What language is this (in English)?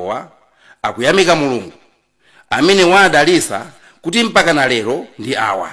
Nyanja